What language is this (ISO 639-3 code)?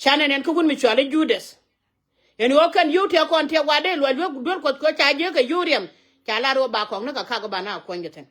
nus